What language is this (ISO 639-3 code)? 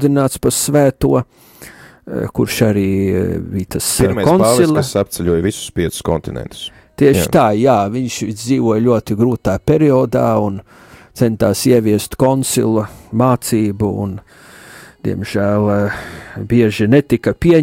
lav